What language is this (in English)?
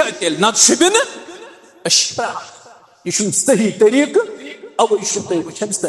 Kashmiri